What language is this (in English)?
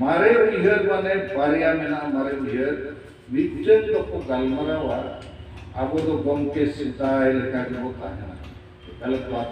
Santali